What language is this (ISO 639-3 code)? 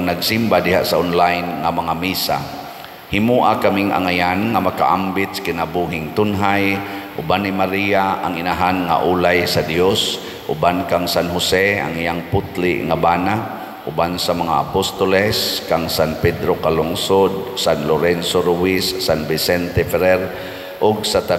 ceb